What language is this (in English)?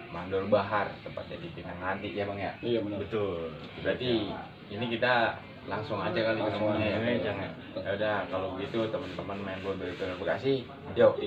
Betawi